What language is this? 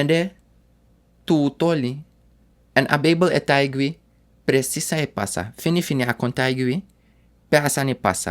Sranan Tongo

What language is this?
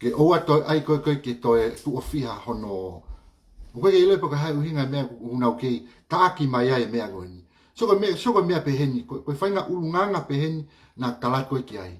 Tongan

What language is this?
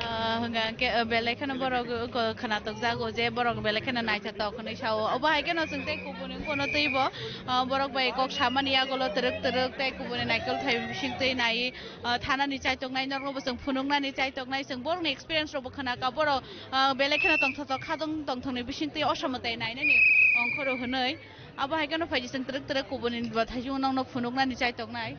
Kok Borok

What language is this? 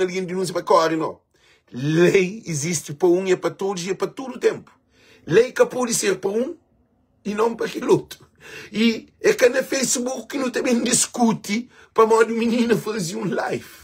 Kabuverdianu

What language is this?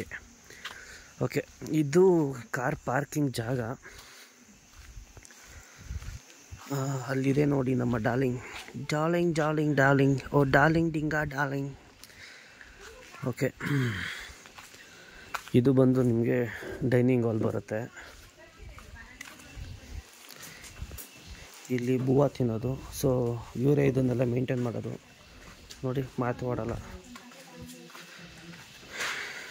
Kannada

